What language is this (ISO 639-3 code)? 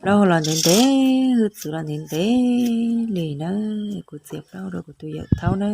hmn